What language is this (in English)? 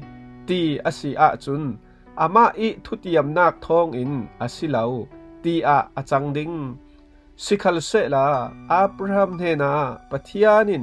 Falam Chin